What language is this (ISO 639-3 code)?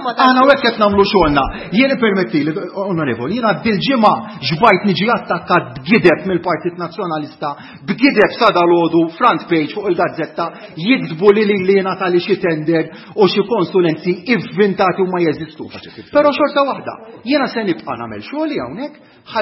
mlt